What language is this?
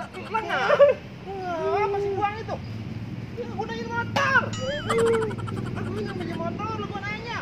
Betawi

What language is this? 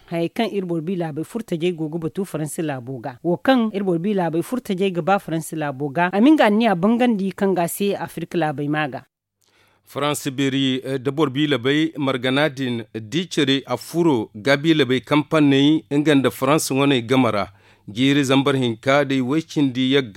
Zarma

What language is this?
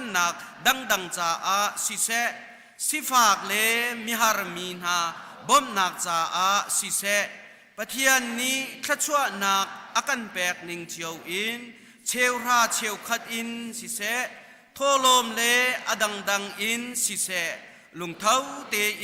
Hakha Chin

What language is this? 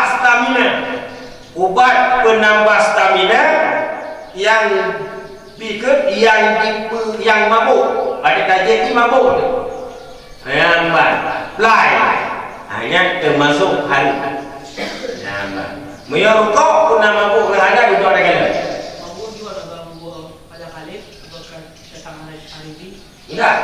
Achinese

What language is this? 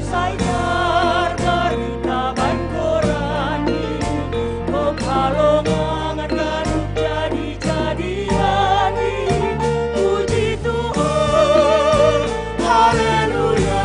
Batak Simalungun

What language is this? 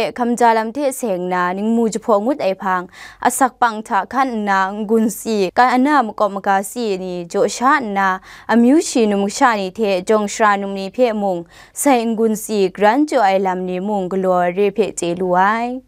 Kachin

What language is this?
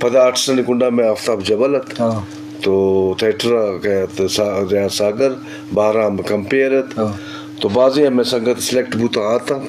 Eastern Balochi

